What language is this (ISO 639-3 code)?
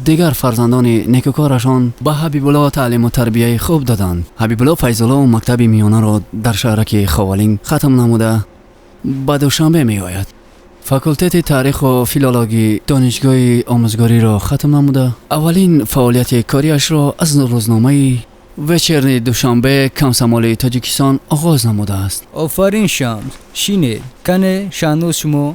tgk